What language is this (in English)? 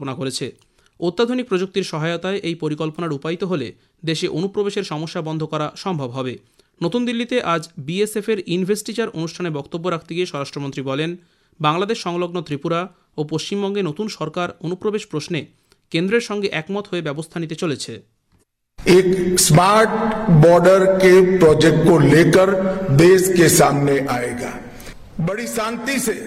Bangla